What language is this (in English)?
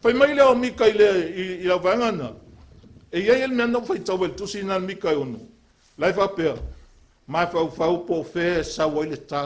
Samoan